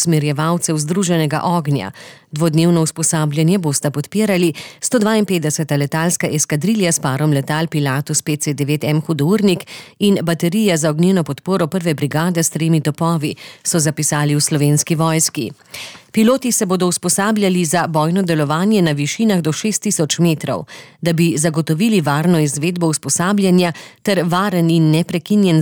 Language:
Slovenian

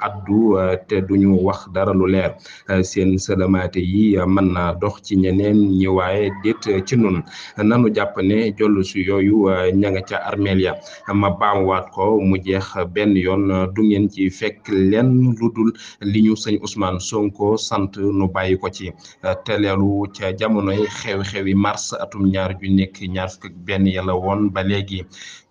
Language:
Wolof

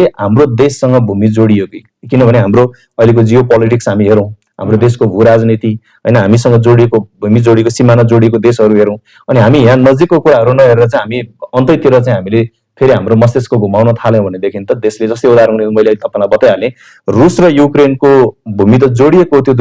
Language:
Nepali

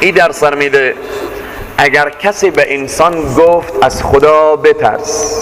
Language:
Persian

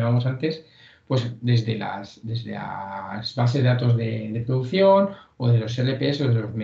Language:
Spanish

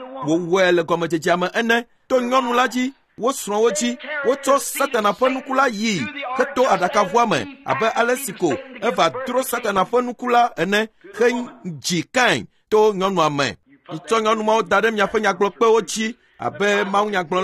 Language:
Ewe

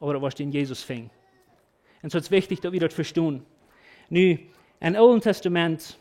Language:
Plautdietsch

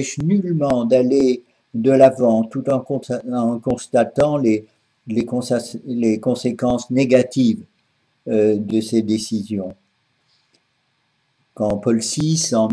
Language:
French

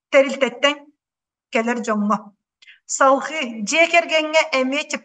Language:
Yakut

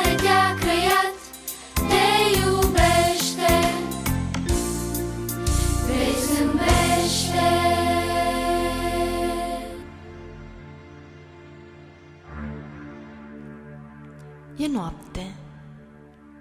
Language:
Romanian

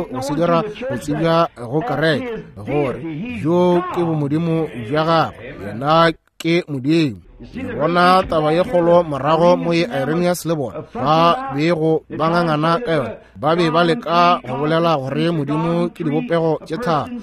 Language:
Northern Sotho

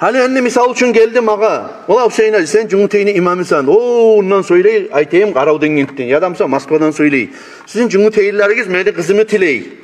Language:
Kumyk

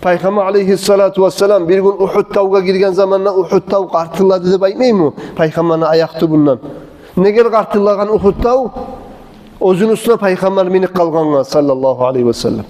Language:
Kumyk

